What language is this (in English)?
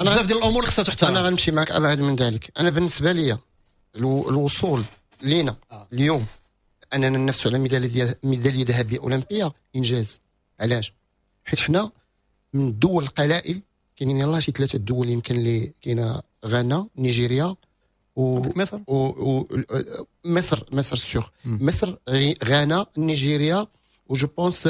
Moroccan Arabic